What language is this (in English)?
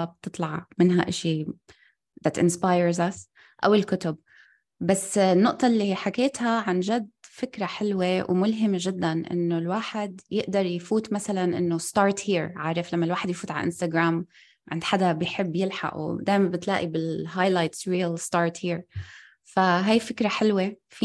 North Levantine Arabic